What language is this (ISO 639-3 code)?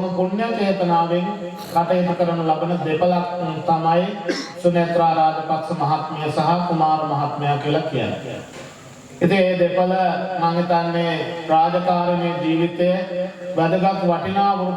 sin